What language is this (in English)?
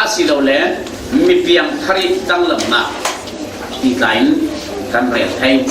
Falam Chin